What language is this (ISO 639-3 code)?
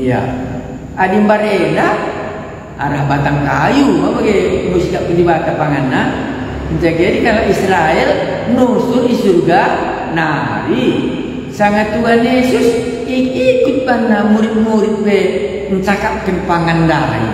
btx